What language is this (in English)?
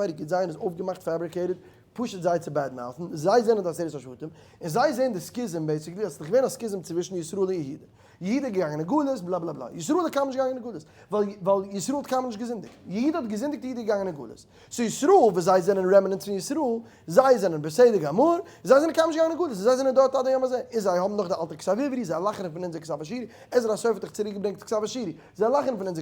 Yiddish